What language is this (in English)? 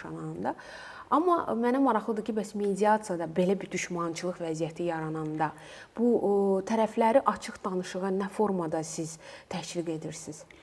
Azerbaijani